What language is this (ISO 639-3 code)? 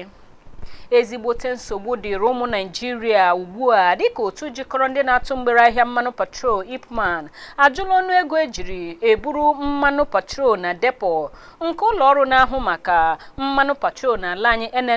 ibo